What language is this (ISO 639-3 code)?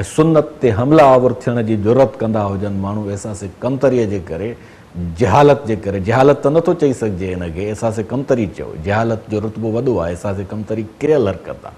snd